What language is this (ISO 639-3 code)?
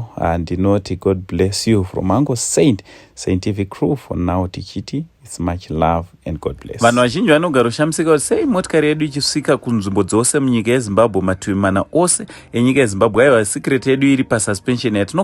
sna